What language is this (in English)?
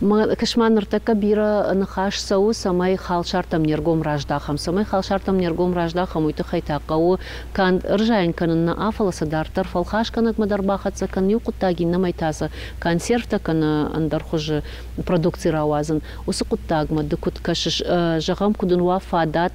Ossetic